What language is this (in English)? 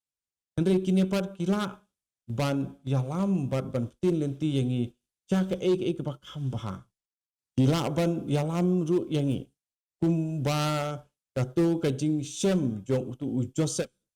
Khasi